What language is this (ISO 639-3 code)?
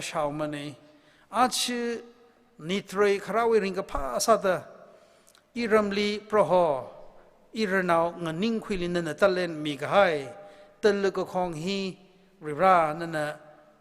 nmf